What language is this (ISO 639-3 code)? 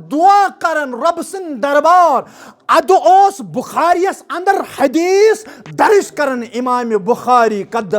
kas